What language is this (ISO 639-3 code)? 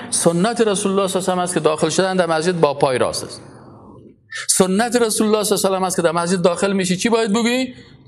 fas